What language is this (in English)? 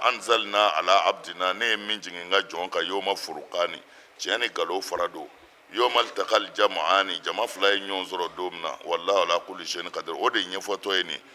Bambara